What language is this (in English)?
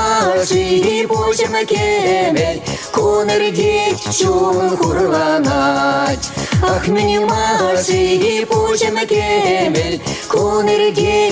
Chuvash